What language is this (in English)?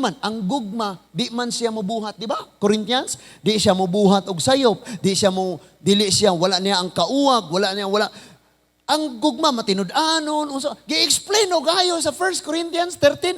Cebuano